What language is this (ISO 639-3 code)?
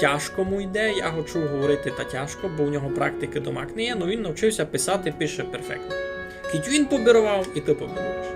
rue